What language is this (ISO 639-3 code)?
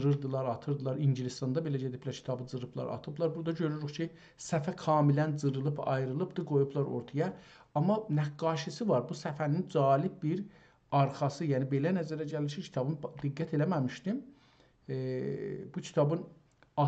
azb